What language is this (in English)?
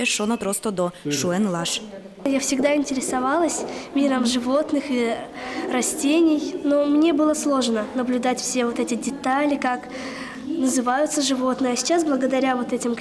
Udmurt